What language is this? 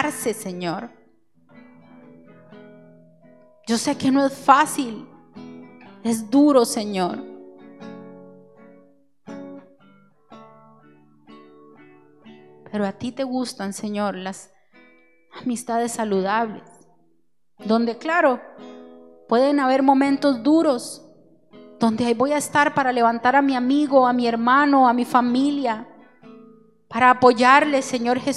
Spanish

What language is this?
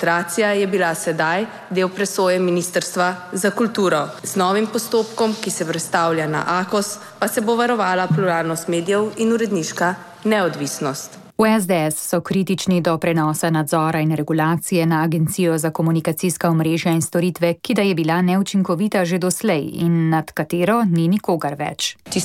Slovenian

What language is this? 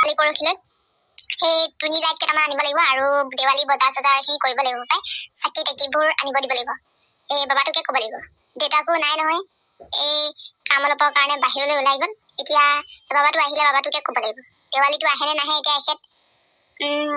Assamese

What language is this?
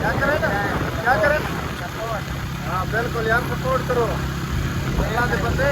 Saraiki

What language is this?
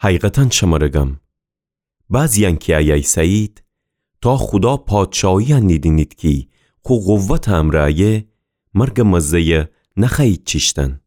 Gilaki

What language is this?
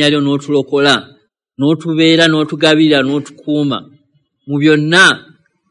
Ganda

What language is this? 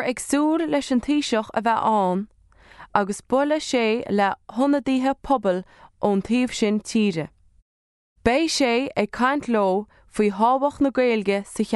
Irish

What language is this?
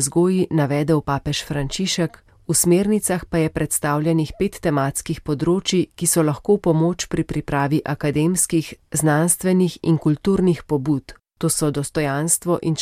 Slovenian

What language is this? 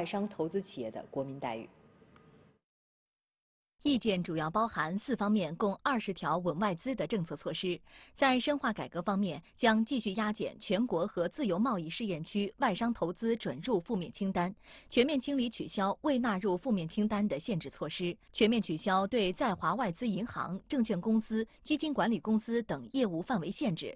Chinese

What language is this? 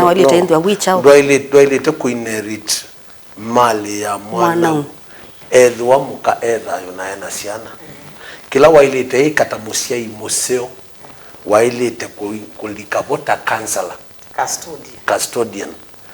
Kamba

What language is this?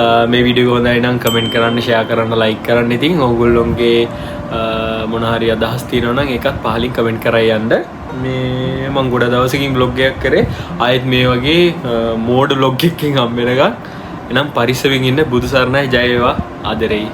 Sinhala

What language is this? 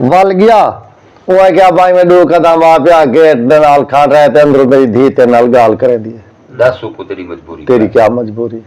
Saraiki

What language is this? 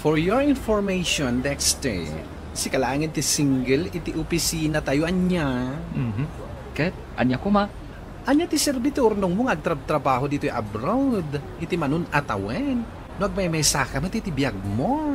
Iloko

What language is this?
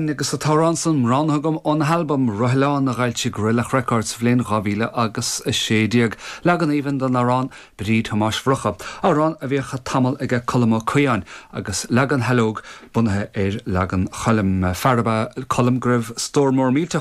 Irish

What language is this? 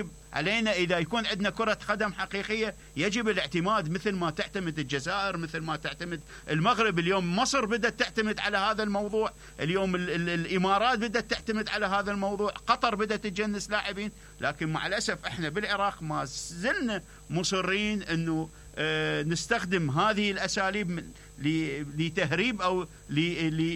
Mesopotamian Arabic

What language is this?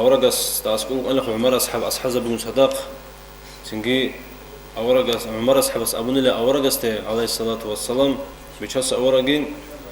Avaric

